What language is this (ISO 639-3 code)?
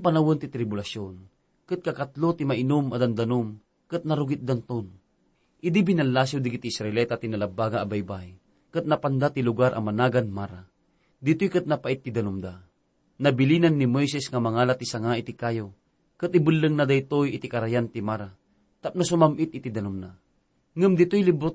ilo